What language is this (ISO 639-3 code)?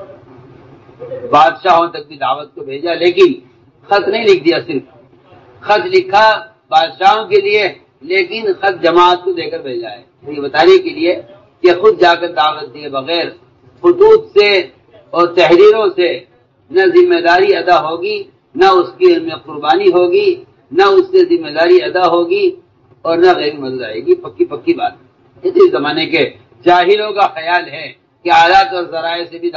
urd